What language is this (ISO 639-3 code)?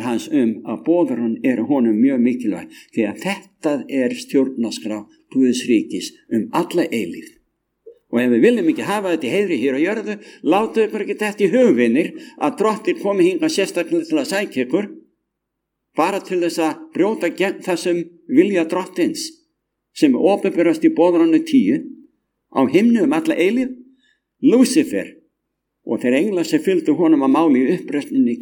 isl